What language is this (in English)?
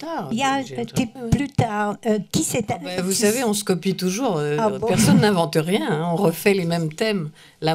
French